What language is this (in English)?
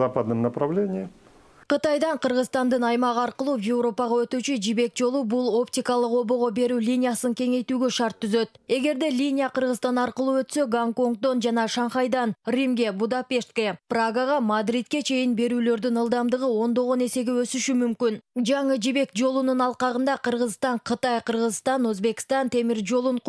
Kyrgyz